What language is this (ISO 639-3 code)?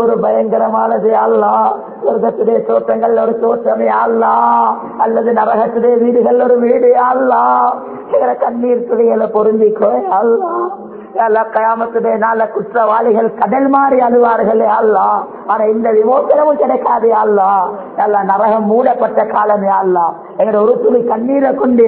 tam